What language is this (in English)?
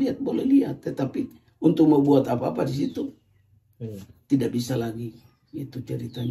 Ambonese Malay